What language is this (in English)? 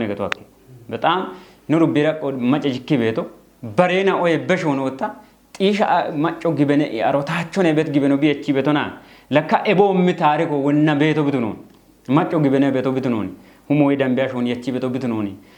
Kafa